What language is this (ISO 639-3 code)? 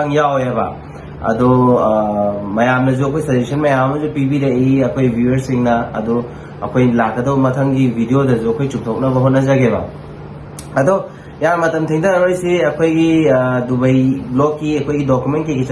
mni